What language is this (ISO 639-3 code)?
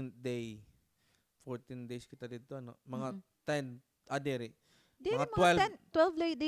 war